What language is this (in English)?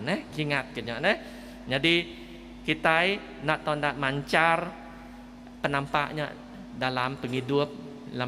Iban